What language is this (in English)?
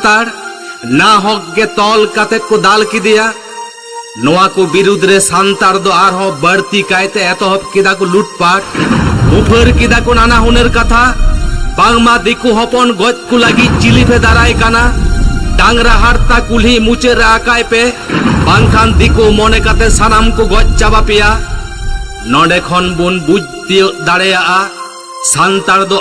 Santali